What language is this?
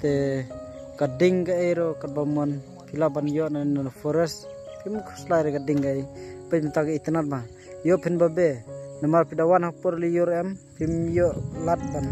Khasi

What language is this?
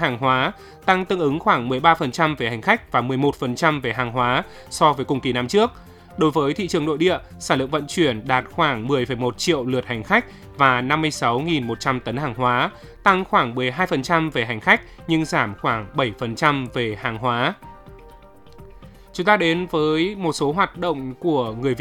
Vietnamese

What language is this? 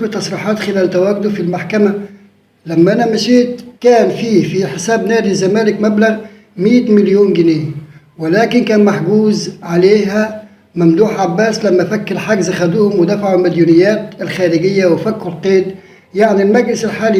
Egyptian Arabic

